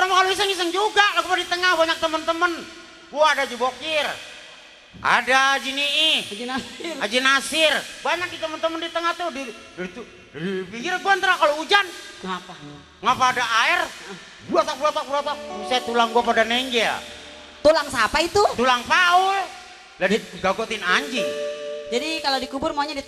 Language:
Betawi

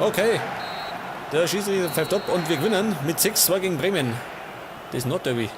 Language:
Bavarian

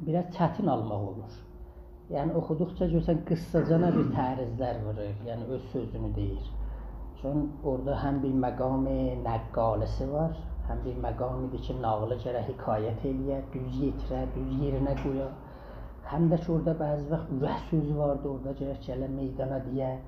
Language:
South Azerbaijani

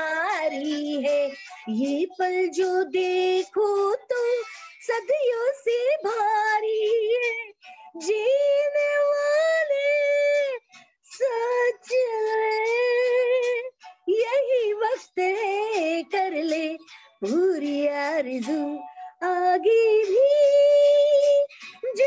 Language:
Hindi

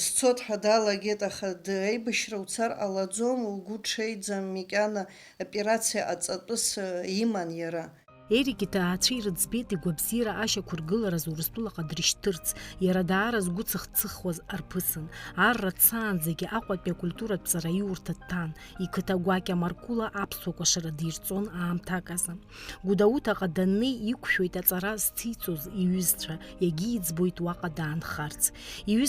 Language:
Abkhazian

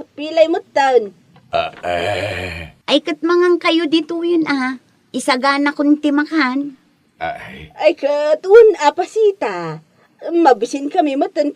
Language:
Iloko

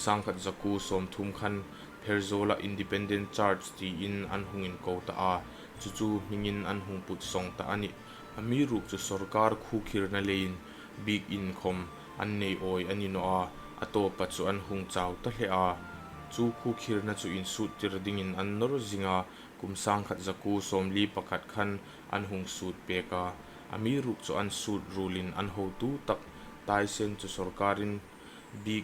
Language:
Hmar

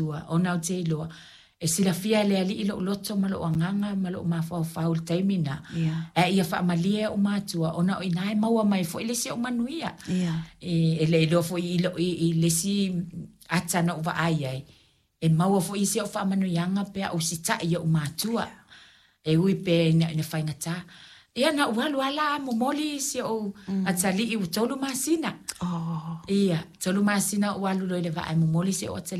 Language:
Samoan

